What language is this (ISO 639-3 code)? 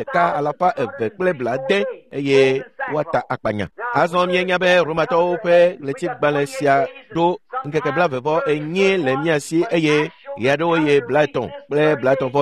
ewe